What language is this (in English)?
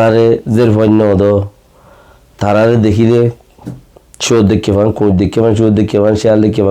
Rohingya